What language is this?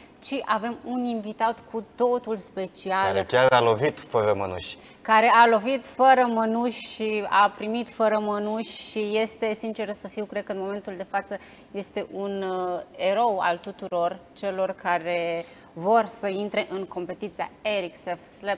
Romanian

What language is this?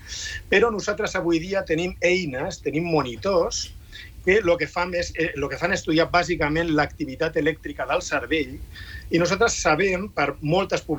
Catalan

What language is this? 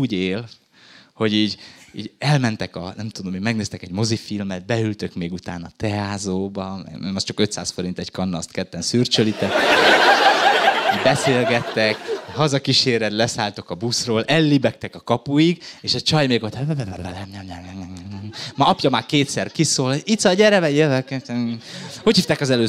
Hungarian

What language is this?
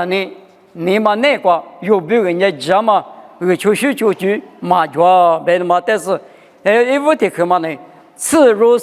Lisu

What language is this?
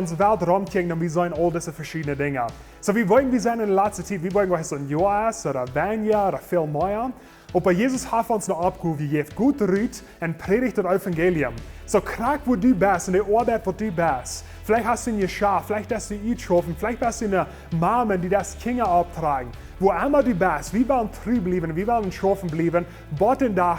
Plautdietsch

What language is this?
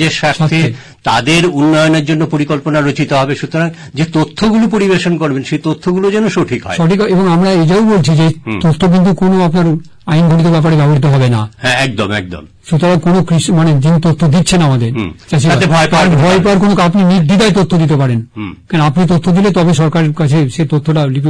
Bangla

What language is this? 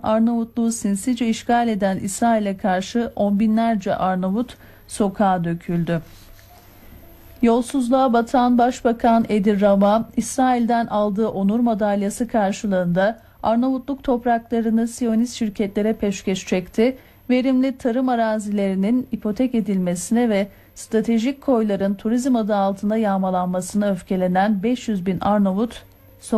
Turkish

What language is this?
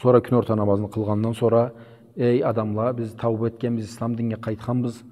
Karachay-Balkar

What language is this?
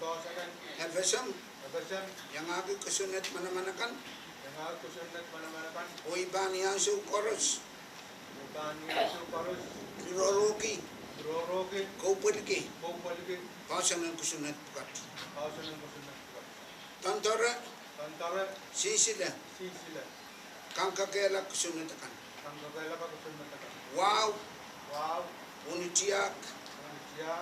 Pohnpeian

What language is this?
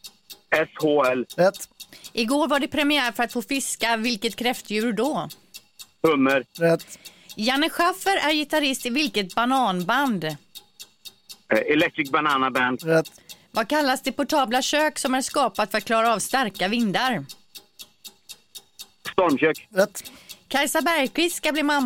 Swedish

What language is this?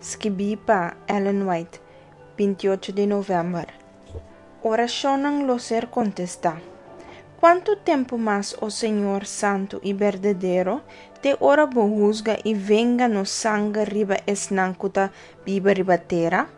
Papiamento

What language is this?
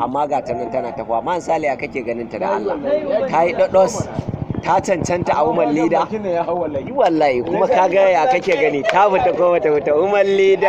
Hausa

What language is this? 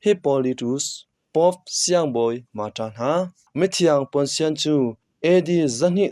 Hakha Chin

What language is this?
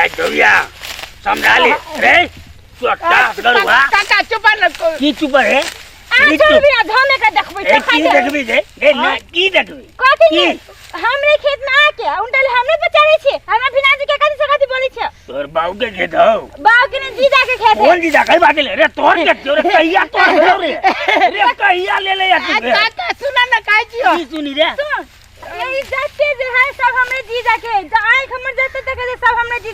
Maithili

